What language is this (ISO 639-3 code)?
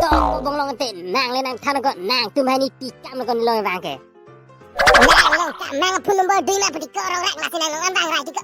mjw